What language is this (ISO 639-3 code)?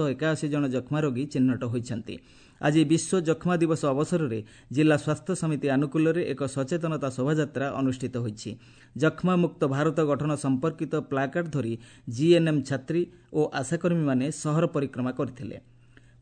ori